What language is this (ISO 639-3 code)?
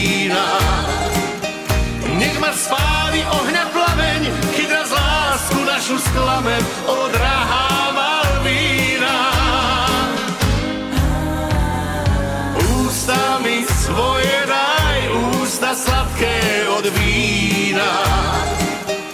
slk